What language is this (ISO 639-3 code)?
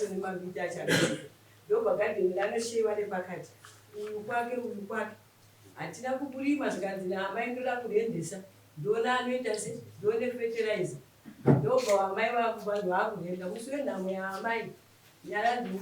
sna